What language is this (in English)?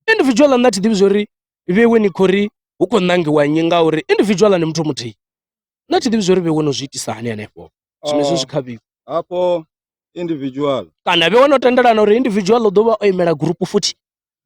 Venda